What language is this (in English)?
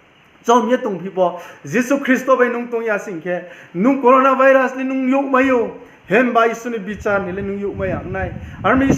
Riang (India)